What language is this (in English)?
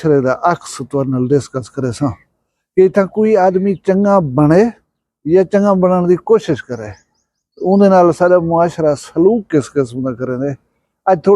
Saraiki